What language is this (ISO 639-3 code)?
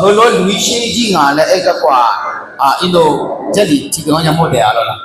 ahk